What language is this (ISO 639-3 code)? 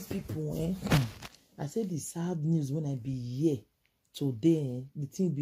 pcm